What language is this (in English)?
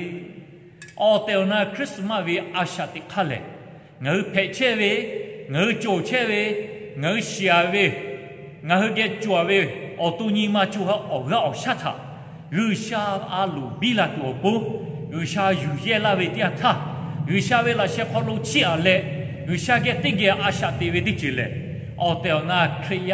Lahu